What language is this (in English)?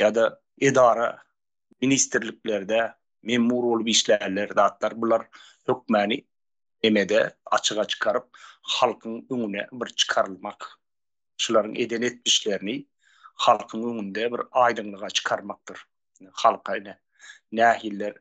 Turkmen